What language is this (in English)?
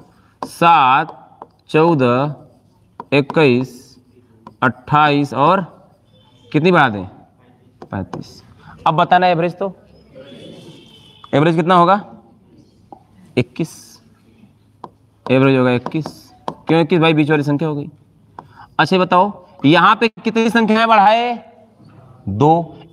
Hindi